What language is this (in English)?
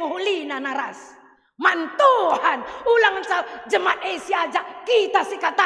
Batak Karo